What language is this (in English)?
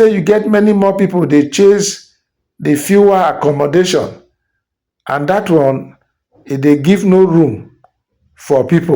Nigerian Pidgin